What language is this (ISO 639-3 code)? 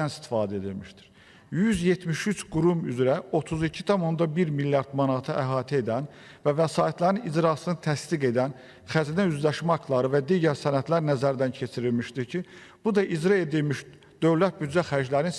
aze